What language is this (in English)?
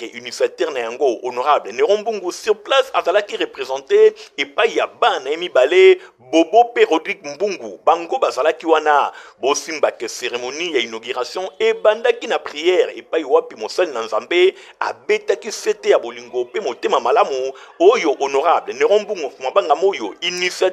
Lingala